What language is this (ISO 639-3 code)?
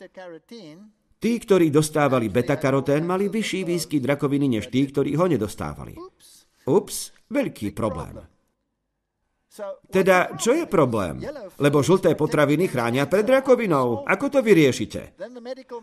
slk